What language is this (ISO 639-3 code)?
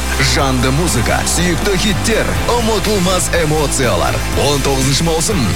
kaz